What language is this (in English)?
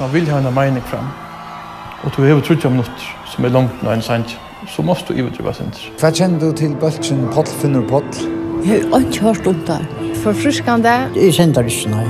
Faroese